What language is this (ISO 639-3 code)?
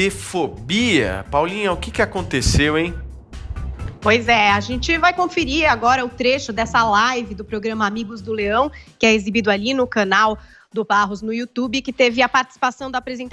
por